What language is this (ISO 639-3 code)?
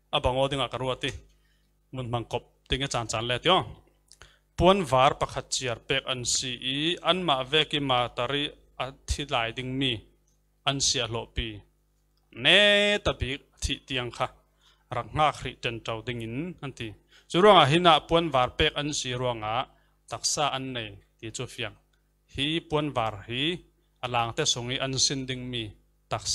cfm